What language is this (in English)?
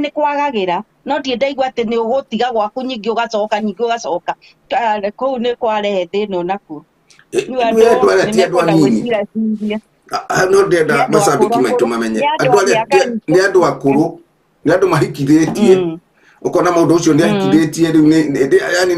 Kikuyu